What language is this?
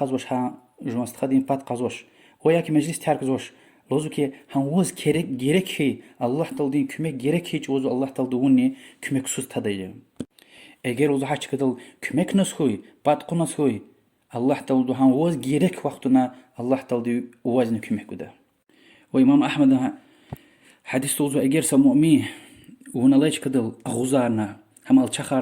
Lezghian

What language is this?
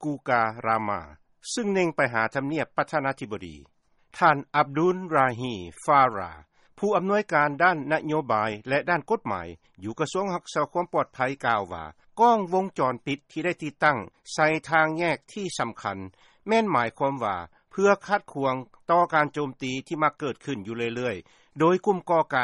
Lao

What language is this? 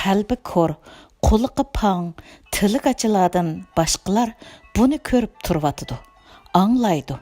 Uyghur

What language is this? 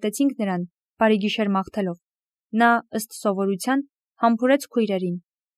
Armenian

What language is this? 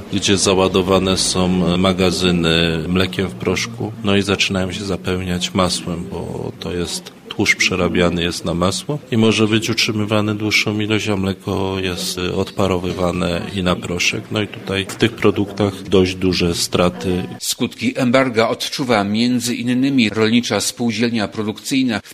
Polish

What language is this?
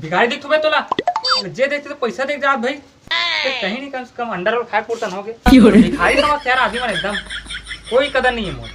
Chhattisgarhi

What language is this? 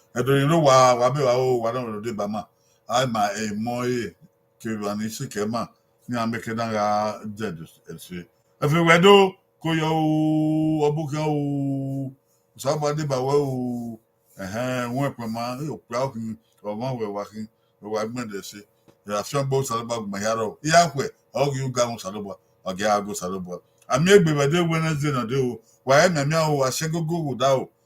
Bini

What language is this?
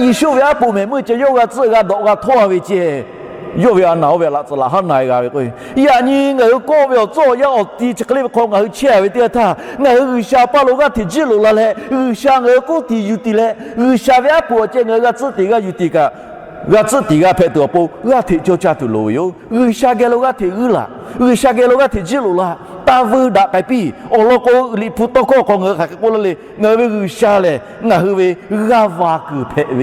Lahu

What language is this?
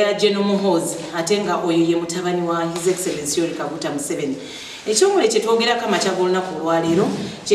Ganda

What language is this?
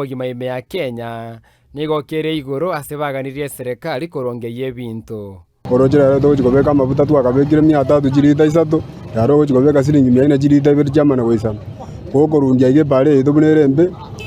Gusii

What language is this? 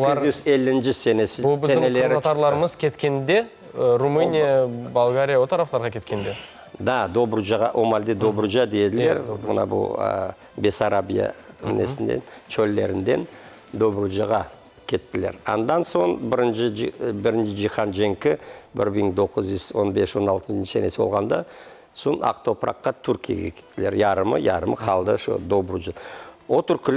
Crimean Tatar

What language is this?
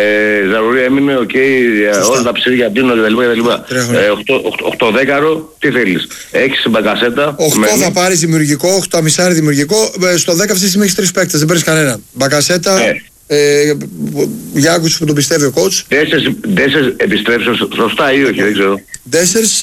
Greek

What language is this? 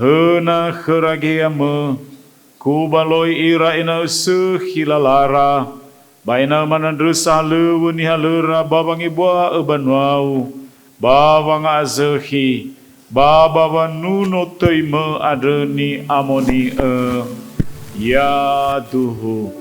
Nias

